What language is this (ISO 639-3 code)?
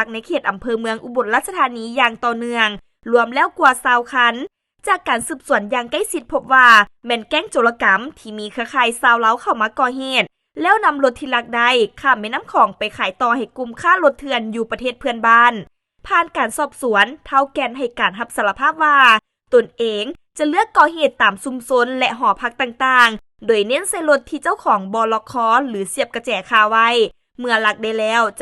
lao